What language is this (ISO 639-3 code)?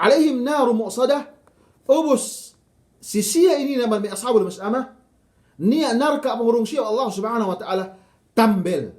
yka